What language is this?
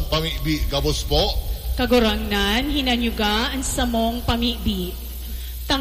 Bikol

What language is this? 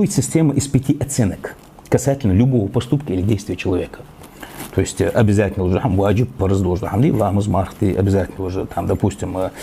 Ingush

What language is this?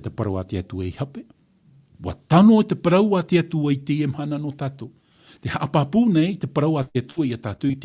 Tahitian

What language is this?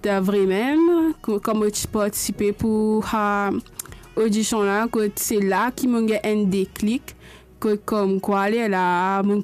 Morisyen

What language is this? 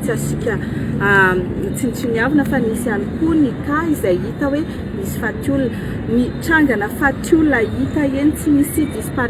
Malagasy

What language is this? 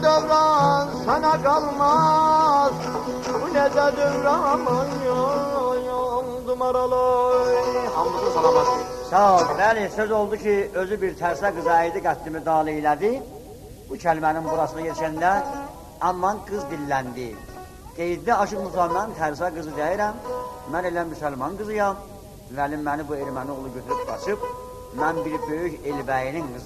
South Azerbaijani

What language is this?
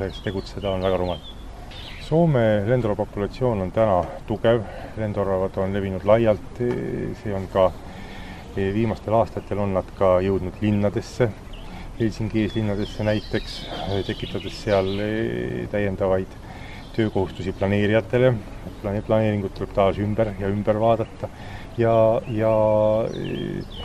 Estonian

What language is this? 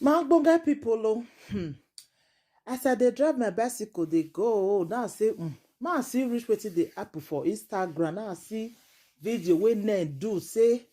Nigerian Pidgin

